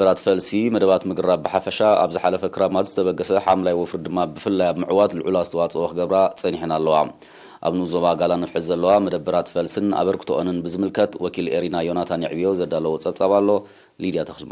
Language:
Tigrinya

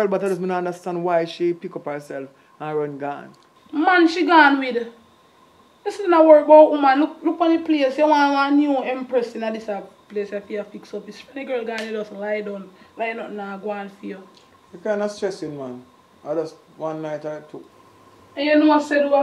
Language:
Jamaican Creole English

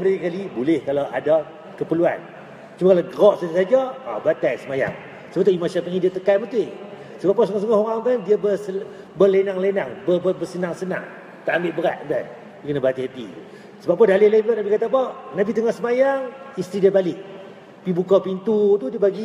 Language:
Malay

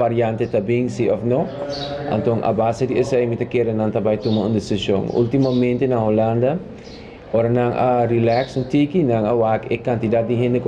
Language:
Papiamento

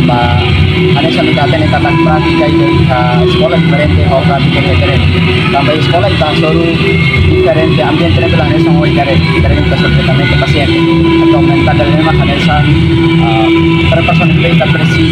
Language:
Tetum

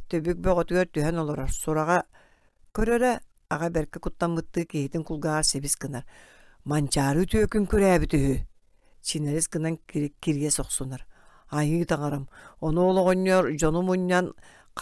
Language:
Yakut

